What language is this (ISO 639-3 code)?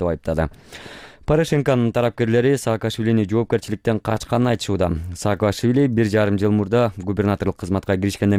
kir